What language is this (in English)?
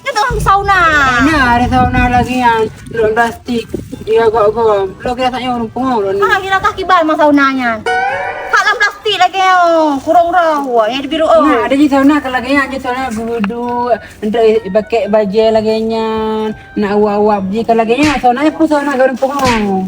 Achinese